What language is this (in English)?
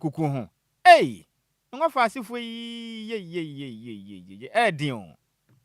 Akan